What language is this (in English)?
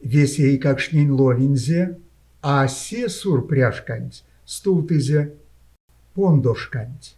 Erzya